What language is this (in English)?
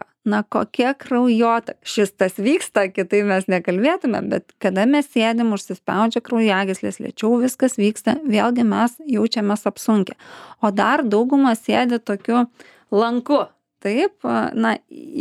Lithuanian